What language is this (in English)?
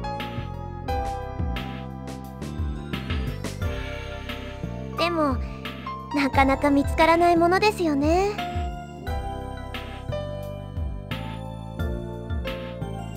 Japanese